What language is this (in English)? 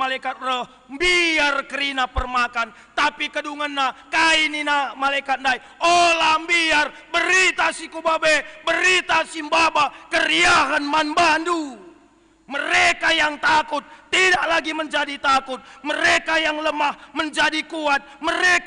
Batak Karo